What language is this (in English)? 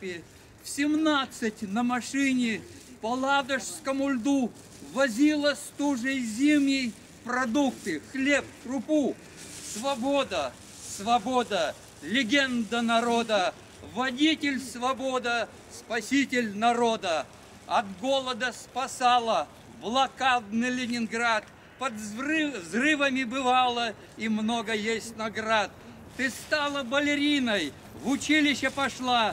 Russian